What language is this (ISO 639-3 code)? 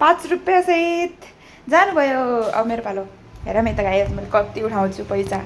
nep